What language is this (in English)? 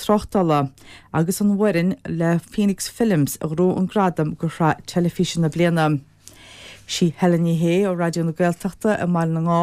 Irish